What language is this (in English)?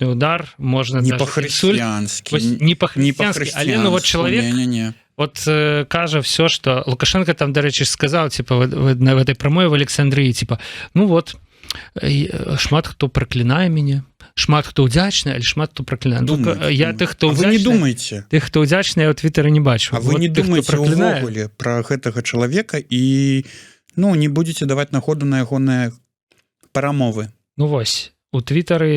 Belarusian